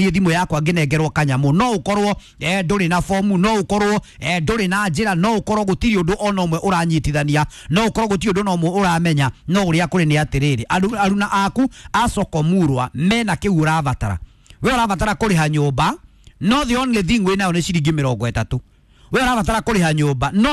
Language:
Kikuyu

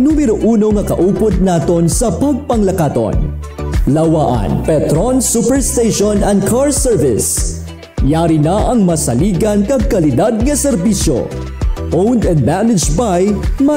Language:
Hiligaynon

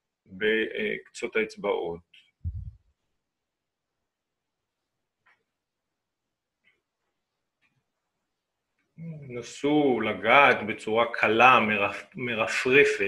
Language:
Hebrew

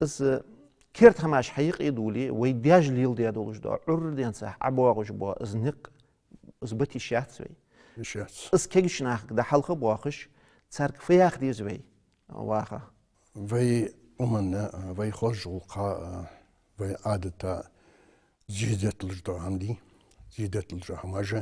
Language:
Ingush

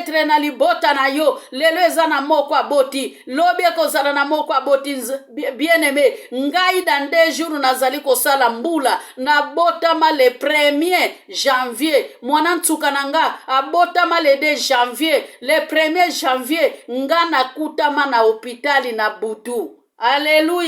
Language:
Lingala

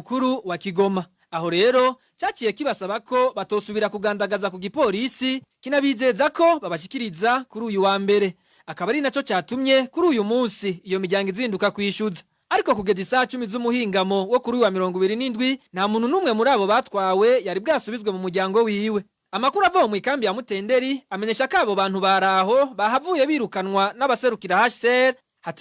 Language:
Rundi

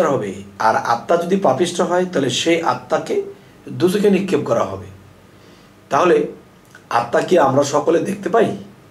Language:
Bangla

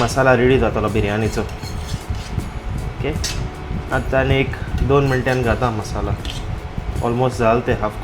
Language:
Konkani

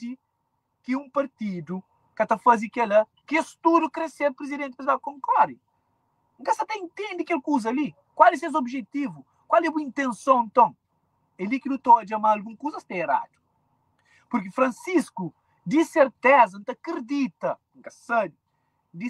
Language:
Kabuverdianu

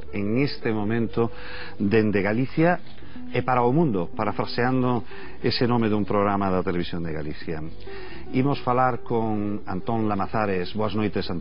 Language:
Galician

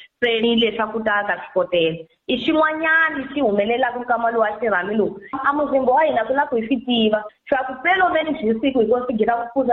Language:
Tsonga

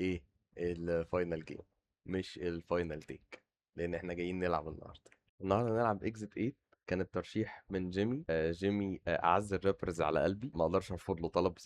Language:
Egyptian Arabic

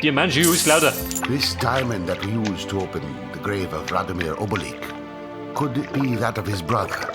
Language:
Bavarian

